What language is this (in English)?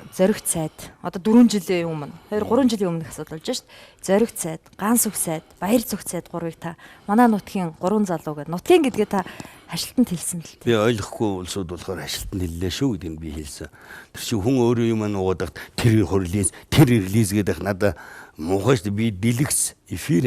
Mongolian